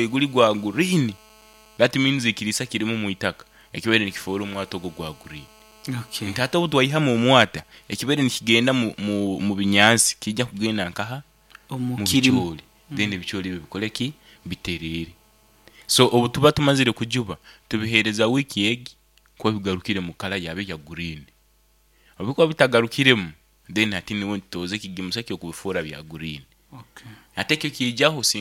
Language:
Nyankole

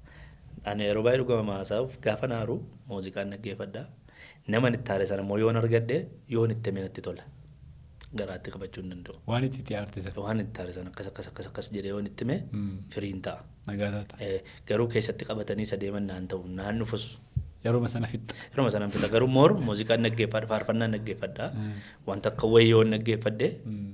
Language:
Oromo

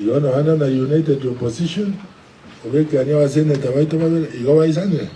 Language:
Gusii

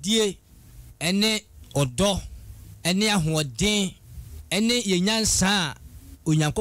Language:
Akan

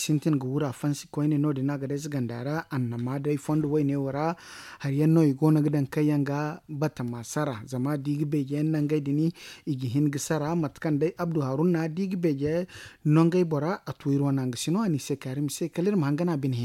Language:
Zarma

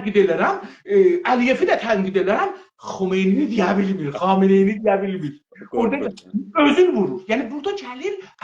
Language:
South Azerbaijani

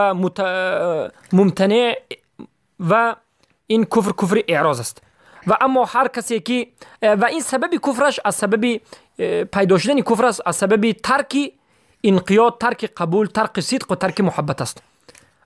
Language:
Persian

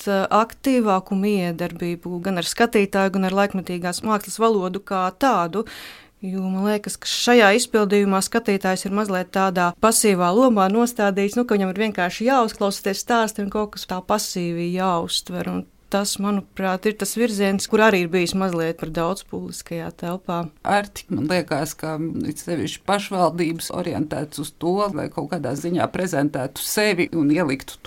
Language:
Latvian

